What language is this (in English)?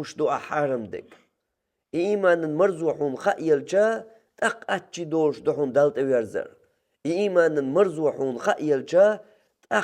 Chechen